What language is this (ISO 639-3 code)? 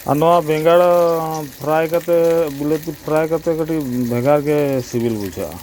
sat